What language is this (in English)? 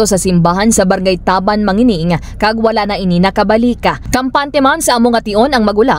Hiligaynon